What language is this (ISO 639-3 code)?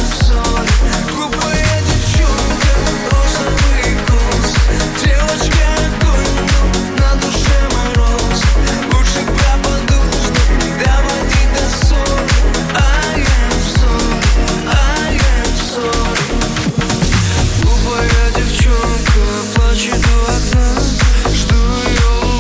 rus